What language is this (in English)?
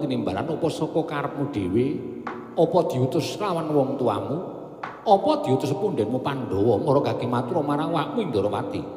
Javanese